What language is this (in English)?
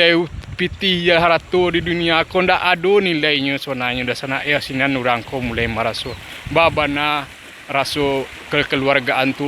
Minangkabau